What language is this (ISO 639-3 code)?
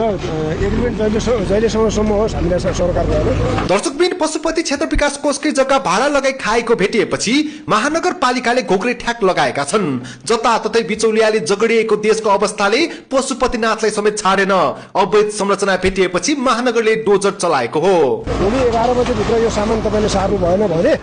nep